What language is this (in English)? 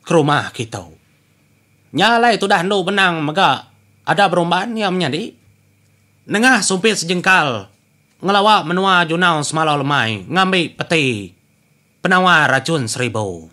Iban